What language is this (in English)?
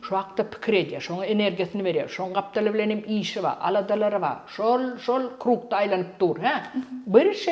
Turkmen